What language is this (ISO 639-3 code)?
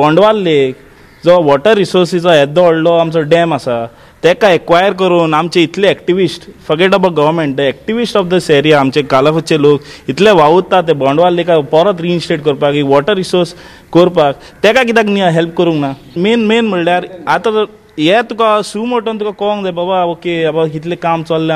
kok